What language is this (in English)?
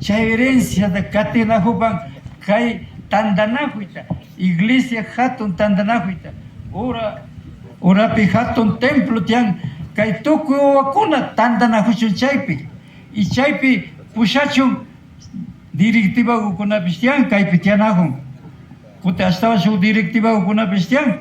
Imbabura Highland Quichua